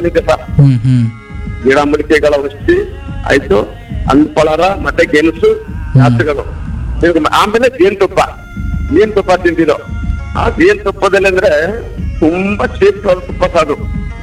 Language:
Kannada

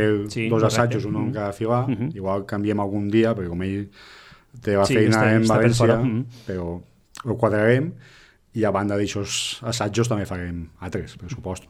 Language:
Catalan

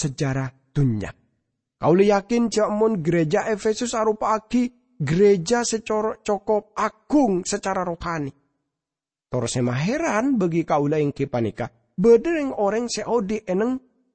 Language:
Madurese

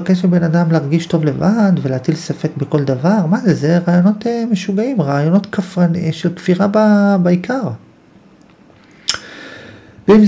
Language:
Hebrew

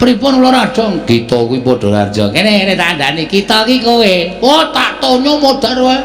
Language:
Javanese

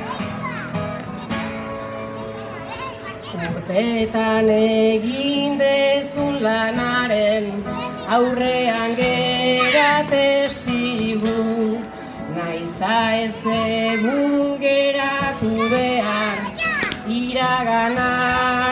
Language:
Basque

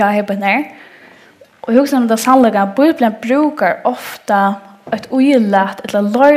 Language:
Faroese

